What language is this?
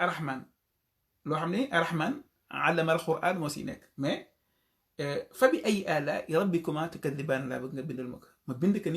Wolof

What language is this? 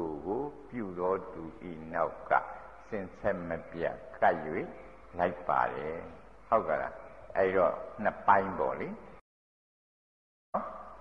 Burmese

